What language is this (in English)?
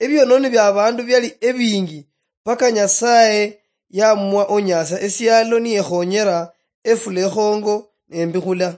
Luyia